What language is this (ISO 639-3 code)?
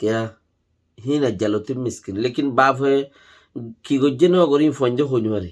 rhg